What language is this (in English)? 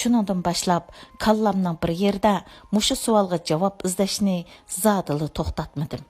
Uyghur